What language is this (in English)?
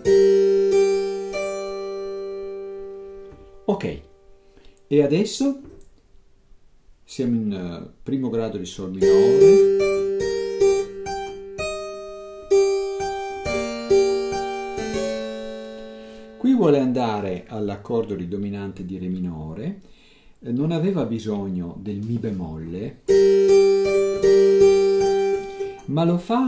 Italian